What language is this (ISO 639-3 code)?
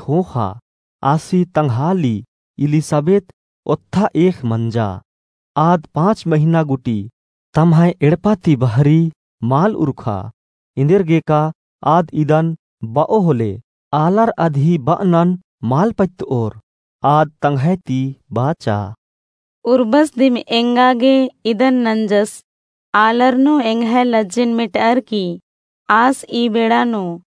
kru